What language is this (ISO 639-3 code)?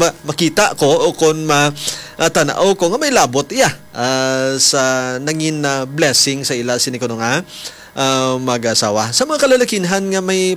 hil